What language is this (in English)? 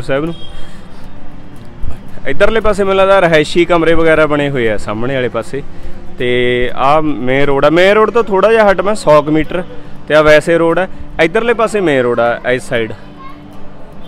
Punjabi